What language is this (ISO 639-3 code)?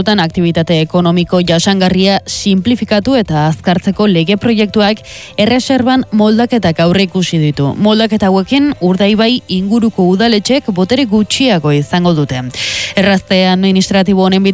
eus